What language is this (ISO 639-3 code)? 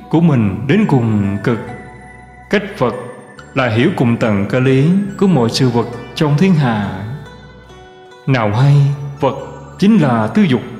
vie